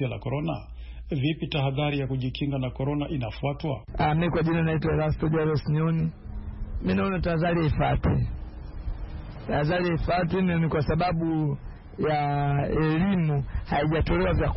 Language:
Swahili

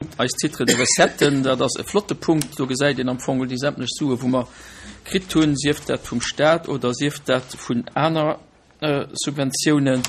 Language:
Luxembourgish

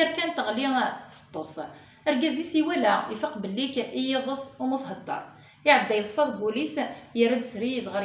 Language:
Kabyle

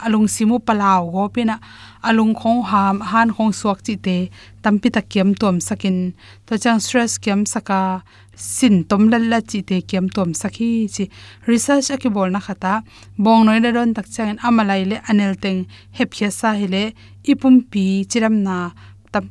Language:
Tedim Chin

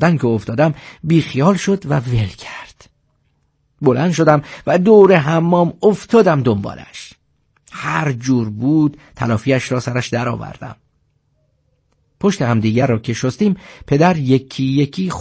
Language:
Persian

